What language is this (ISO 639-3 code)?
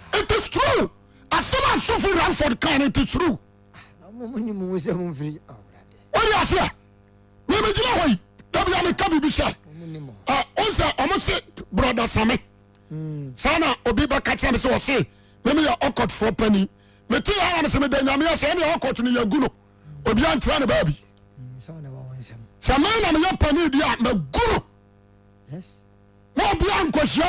aka